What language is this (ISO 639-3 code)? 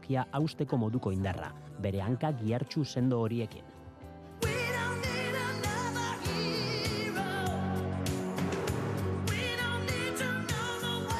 eus